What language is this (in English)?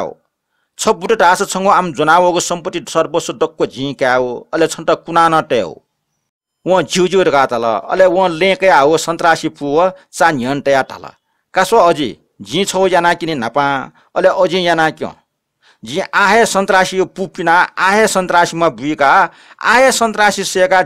Newari